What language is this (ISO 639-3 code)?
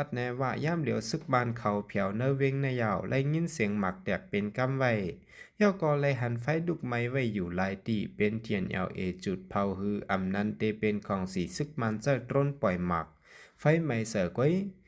shn